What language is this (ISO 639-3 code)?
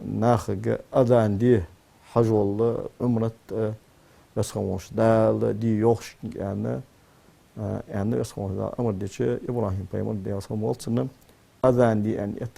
inh